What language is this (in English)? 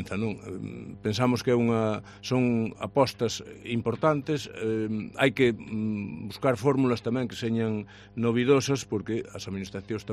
Galician